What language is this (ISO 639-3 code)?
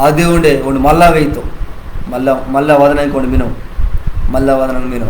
kff